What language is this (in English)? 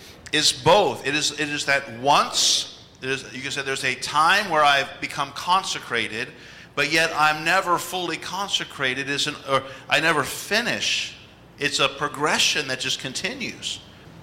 English